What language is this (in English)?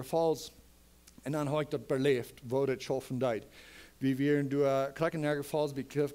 Plautdietsch